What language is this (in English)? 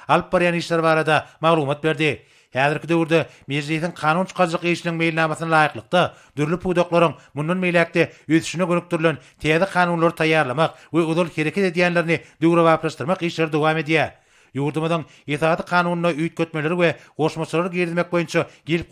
Turkmen